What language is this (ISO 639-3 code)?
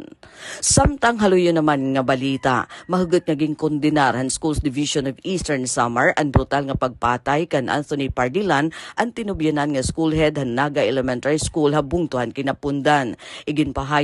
war